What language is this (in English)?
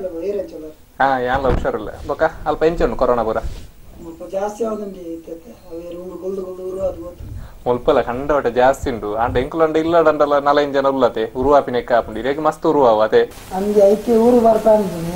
Tulu